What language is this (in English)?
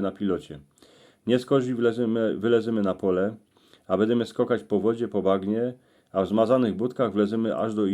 Silesian